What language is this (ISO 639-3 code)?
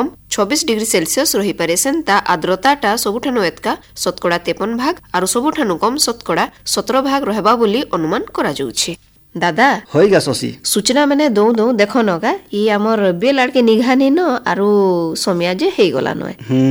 ori